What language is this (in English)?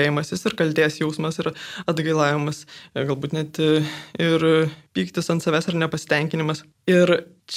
Lithuanian